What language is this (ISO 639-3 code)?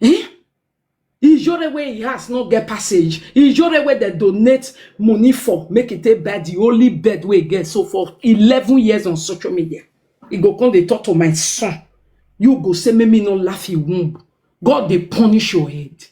pcm